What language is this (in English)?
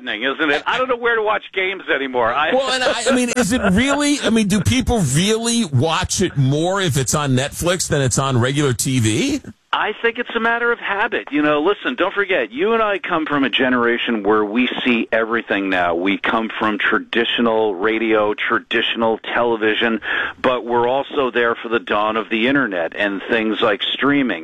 English